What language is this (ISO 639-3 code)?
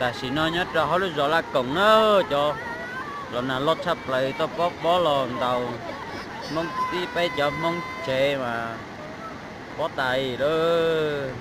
hmn